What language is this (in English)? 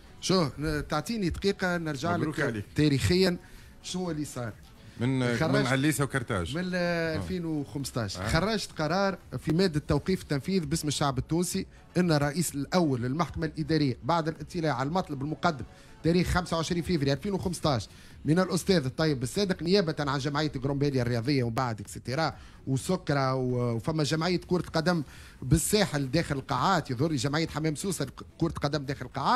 Tunisian Arabic